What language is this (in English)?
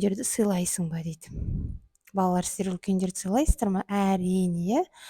Kazakh